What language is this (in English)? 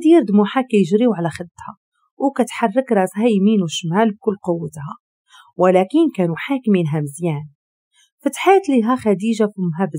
Moroccan Arabic